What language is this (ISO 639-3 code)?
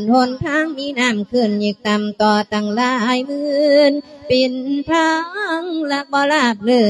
lao